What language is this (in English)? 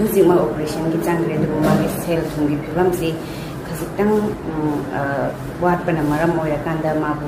Manipuri